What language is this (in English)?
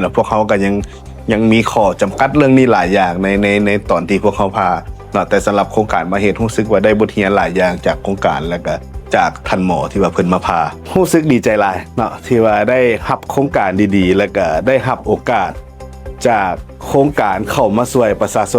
Lao